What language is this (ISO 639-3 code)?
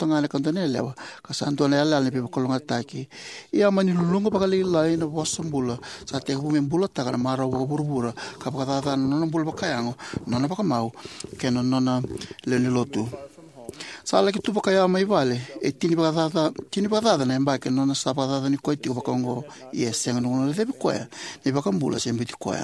fij